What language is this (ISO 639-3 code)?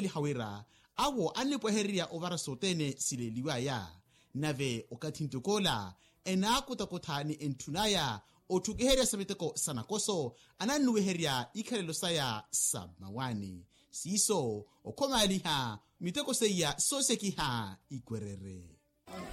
vmw